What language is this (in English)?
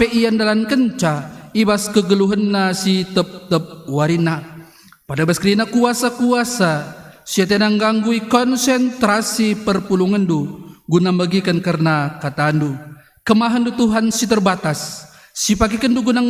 Batak Karo